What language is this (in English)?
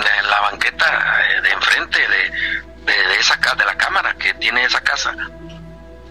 Spanish